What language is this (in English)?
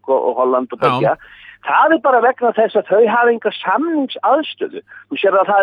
Icelandic